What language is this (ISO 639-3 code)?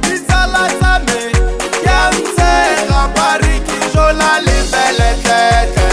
tsn